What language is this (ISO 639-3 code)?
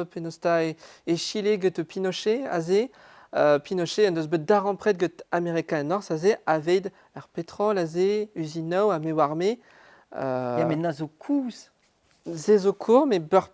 bre